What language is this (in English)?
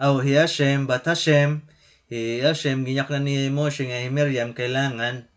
Waray